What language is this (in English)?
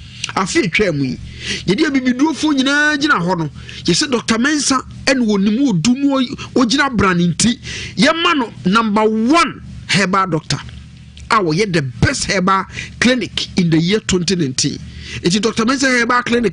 Akan